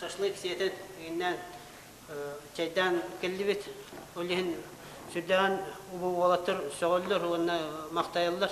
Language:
Yakut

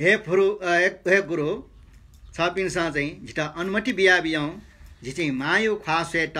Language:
Newari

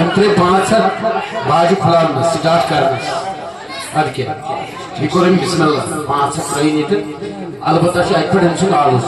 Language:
Kashmiri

